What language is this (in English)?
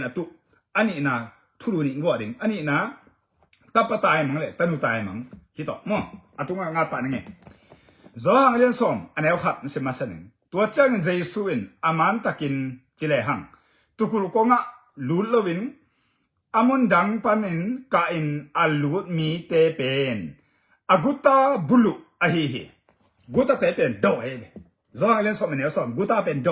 Tedim Chin